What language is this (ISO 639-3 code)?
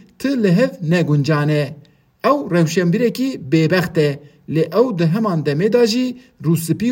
kur